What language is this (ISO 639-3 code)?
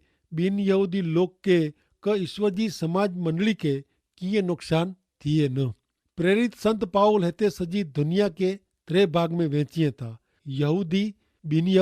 kfr